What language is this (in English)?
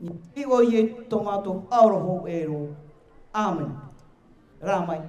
Tahitian